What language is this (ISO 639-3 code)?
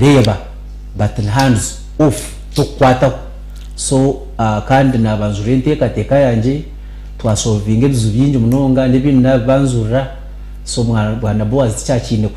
nyn